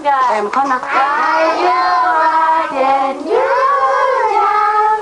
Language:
Kachin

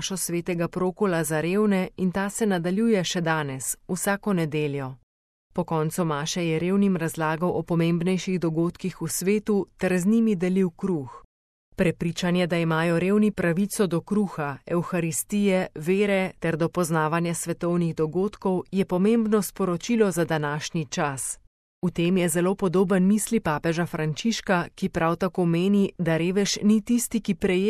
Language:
Slovenian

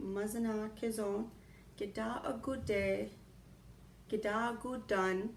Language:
Chippewa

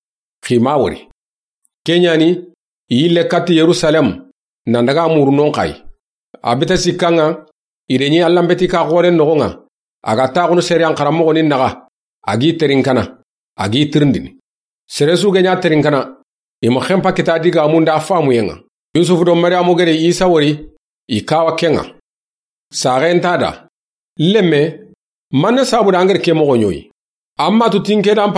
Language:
Soninke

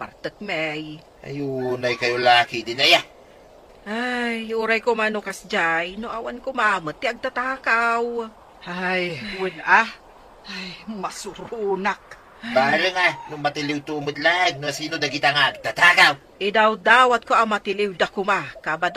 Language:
Iloko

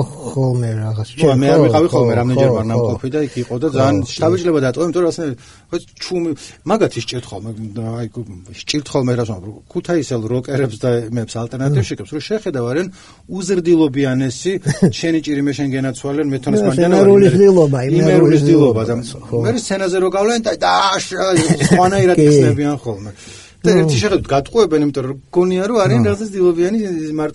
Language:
Georgian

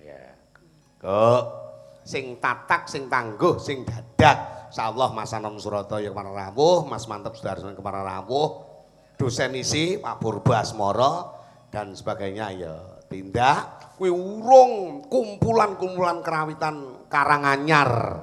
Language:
Javanese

